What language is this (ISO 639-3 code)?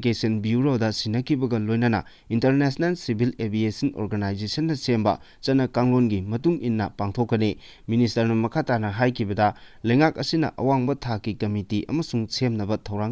mni